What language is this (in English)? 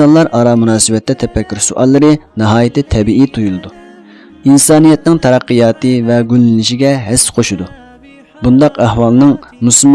Uyghur